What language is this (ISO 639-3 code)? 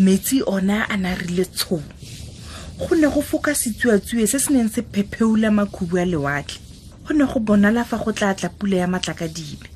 tsn